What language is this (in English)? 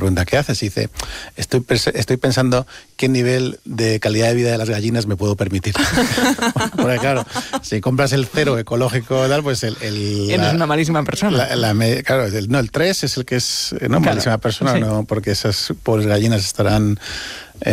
Spanish